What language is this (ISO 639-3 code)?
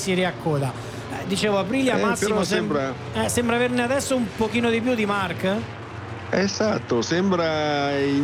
ita